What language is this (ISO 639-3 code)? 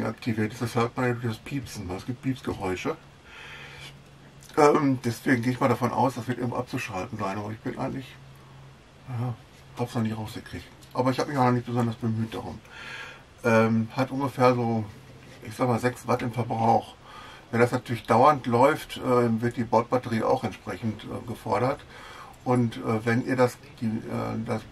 deu